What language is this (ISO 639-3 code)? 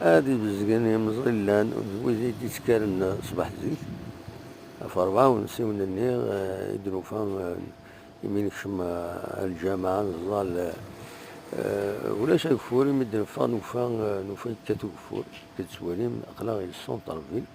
kab